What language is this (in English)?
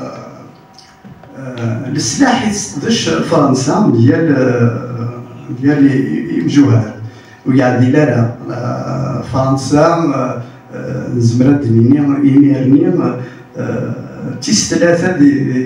Kabyle